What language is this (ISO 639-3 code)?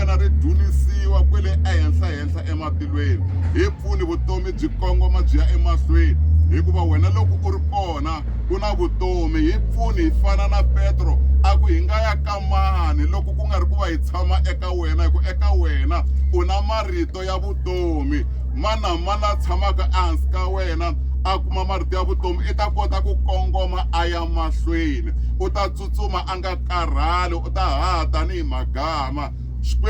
tso